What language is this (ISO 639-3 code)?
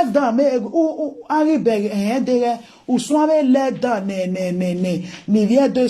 pcm